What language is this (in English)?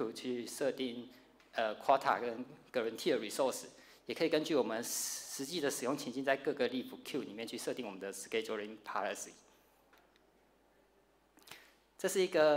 Chinese